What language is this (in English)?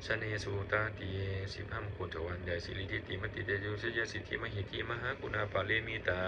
Pali